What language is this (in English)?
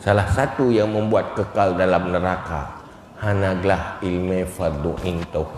Achinese